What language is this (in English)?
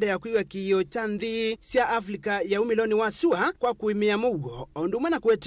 Kamba